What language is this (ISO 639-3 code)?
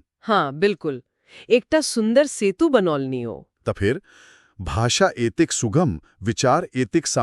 mai